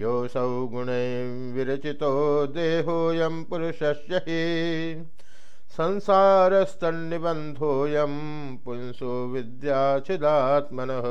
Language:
Sanskrit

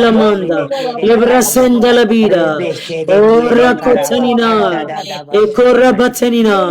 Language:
Pohnpeian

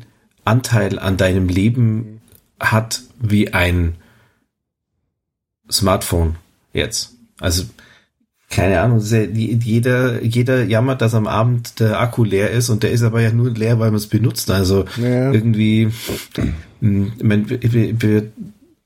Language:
German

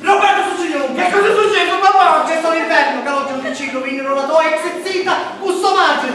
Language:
Sicilian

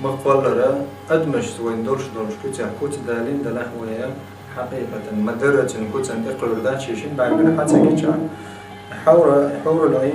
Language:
Chechen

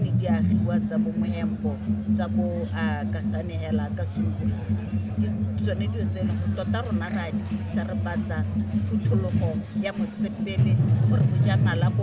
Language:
Tswana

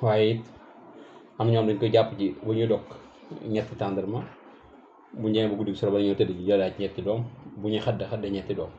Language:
Wolof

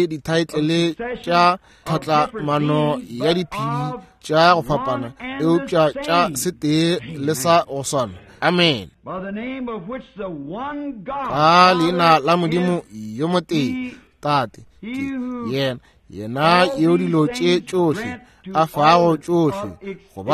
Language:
Northern Sotho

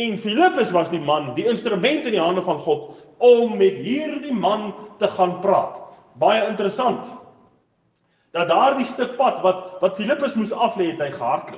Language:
Afrikaans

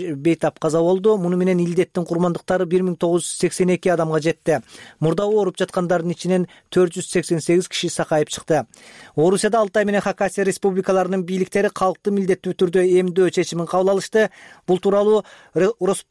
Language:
Kyrgyz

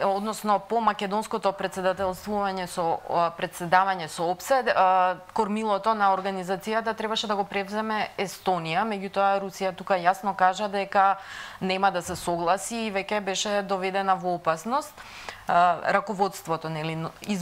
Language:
Macedonian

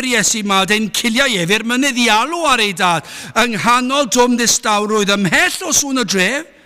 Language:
Welsh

